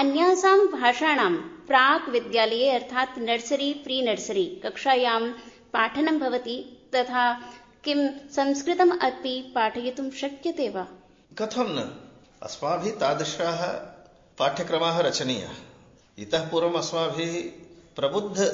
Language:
Sanskrit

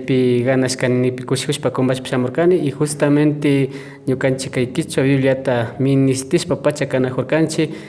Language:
Imbabura Highland Quichua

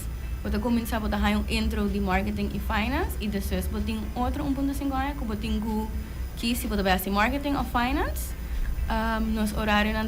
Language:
Papiamento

